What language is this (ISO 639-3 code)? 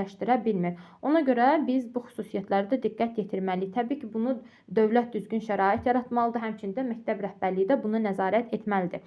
aze